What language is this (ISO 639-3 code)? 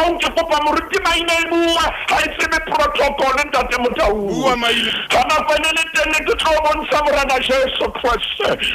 sot